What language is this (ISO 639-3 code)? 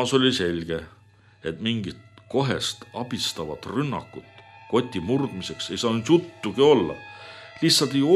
est